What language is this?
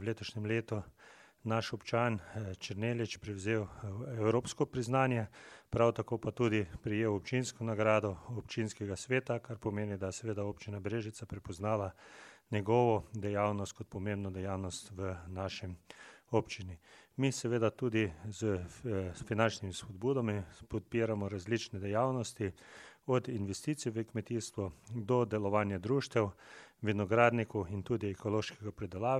Slovenian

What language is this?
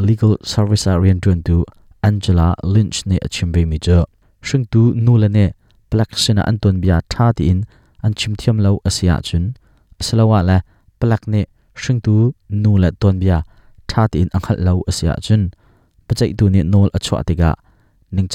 Hakha Chin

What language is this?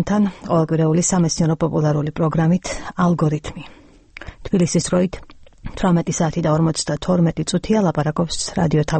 Georgian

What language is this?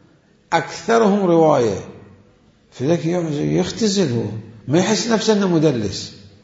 Mesopotamian Arabic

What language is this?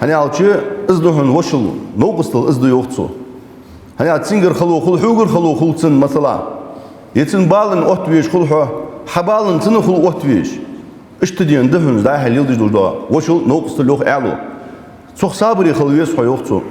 Ingush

